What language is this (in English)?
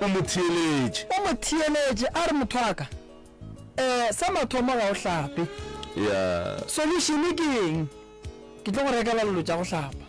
Northern Sotho